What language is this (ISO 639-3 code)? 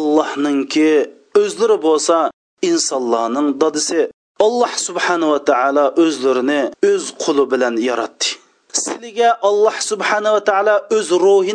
uig